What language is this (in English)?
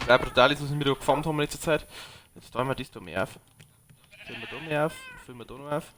Bavarian